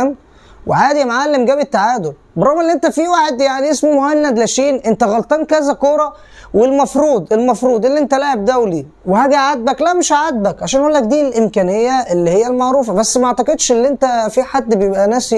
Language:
Egyptian Arabic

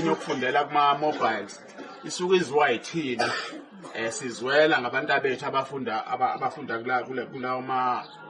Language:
Zulu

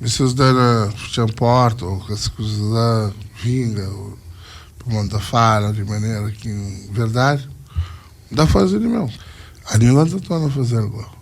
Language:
Kabuverdianu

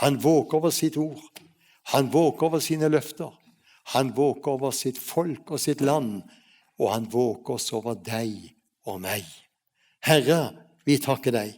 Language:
Faroese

